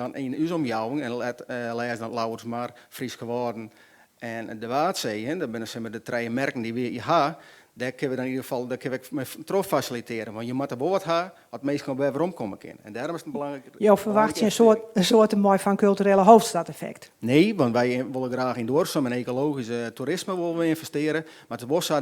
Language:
Western Frisian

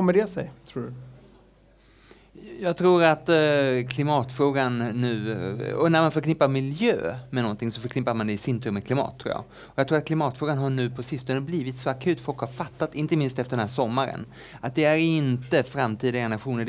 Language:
Swedish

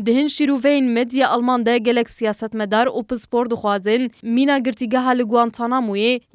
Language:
Kurdish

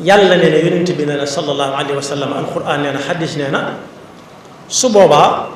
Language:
Wolof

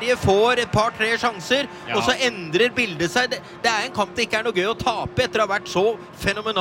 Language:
Norwegian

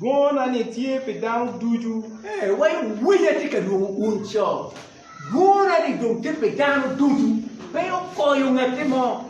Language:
Acoli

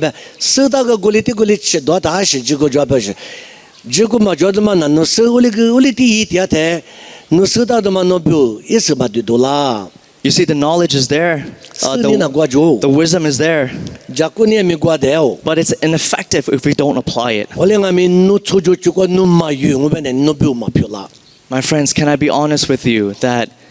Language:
Lisu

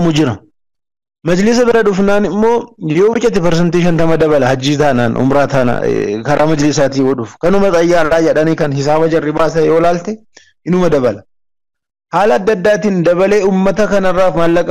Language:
Oromo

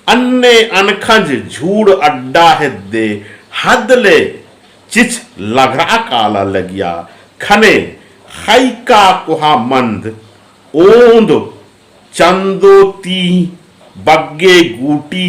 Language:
Kurukh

